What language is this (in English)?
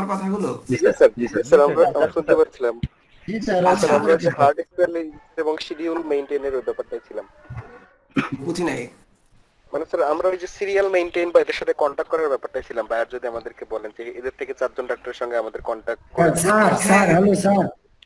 Bangla